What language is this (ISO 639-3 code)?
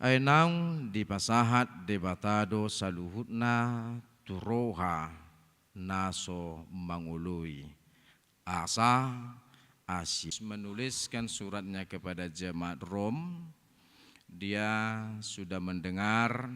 bbc